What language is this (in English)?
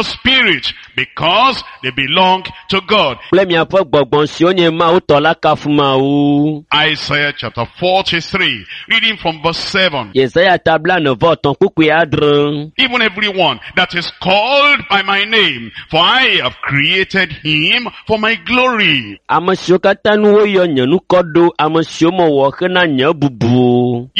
Ewe